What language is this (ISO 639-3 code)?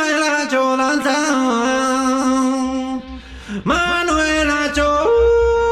eus